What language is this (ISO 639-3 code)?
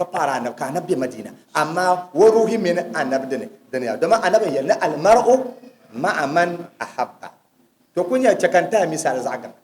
dag